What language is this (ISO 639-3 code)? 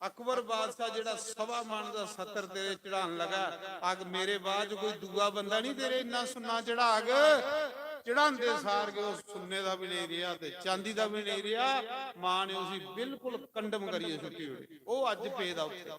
doi